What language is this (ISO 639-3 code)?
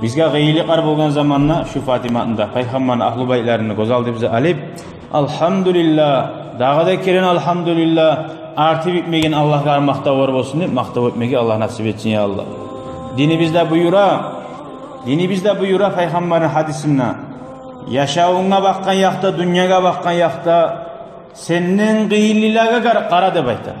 kum